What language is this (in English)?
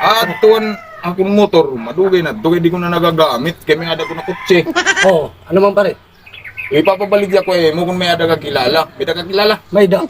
Waray